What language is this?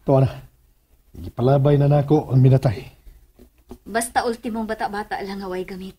Cebuano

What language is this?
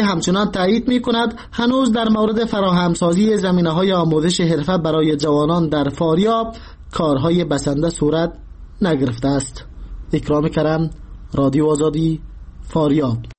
Persian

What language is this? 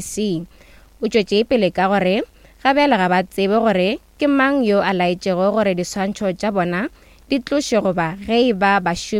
Northern Sotho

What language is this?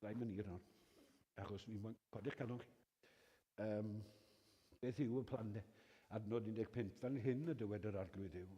Welsh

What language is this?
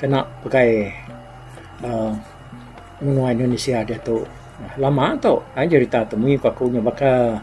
Iban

